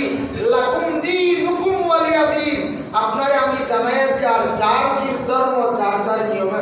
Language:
Sylheti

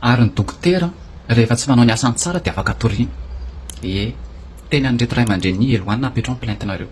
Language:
Malagasy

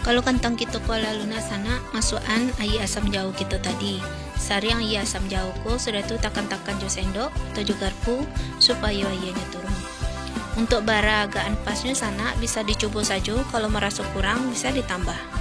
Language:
Minangkabau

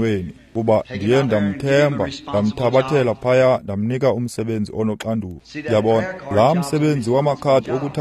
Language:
Xhosa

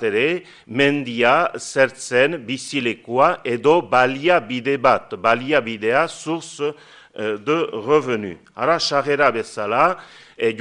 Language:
Basque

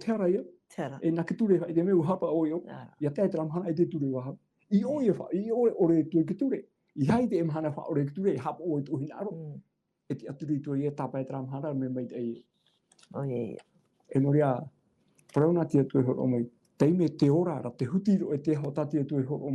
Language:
Tahitian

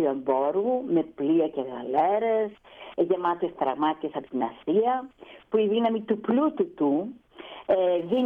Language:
Greek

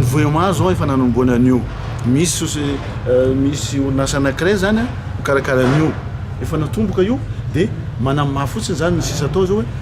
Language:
Malagasy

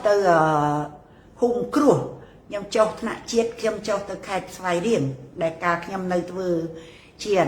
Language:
Khmer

